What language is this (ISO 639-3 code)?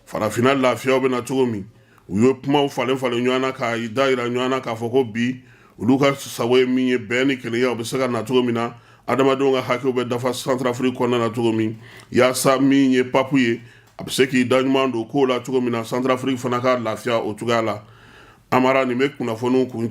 bam